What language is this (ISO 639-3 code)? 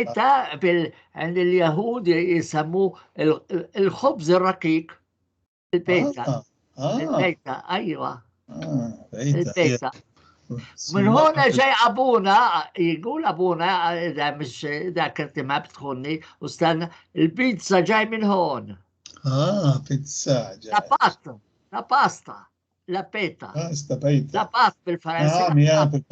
apc